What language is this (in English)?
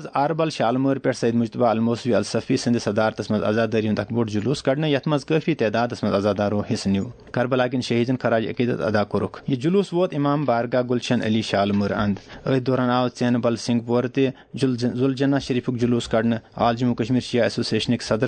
Kashmiri